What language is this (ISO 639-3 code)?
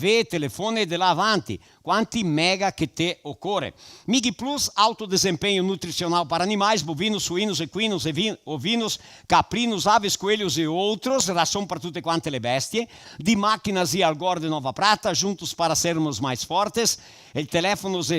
vec